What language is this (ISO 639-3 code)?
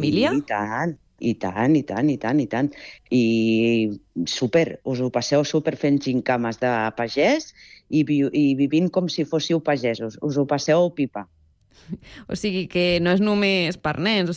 cat